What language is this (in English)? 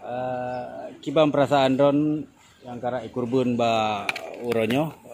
Achinese